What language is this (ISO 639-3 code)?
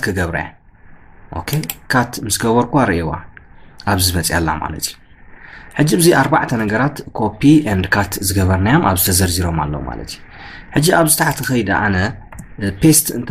tir